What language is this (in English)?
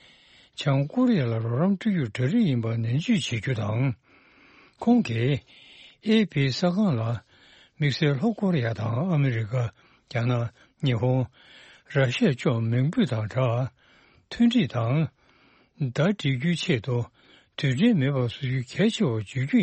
Tibetan